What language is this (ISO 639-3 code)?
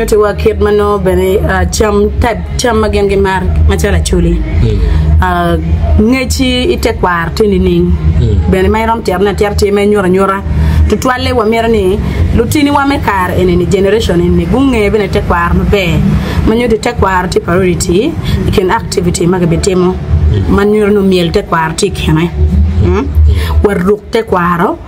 ach